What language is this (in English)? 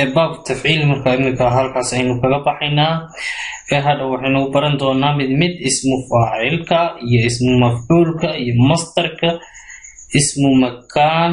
Somali